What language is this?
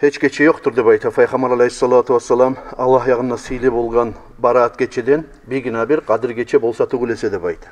Kumyk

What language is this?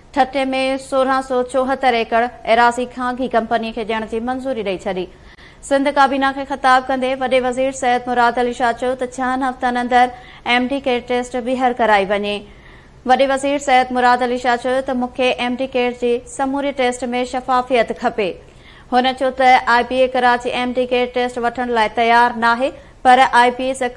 Sindhi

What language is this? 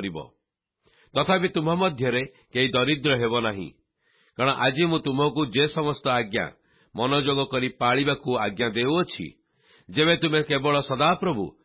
Odia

